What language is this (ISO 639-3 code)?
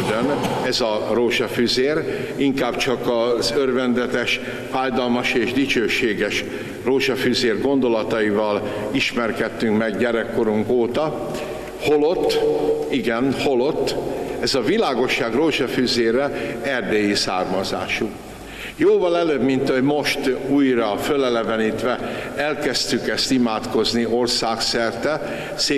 hun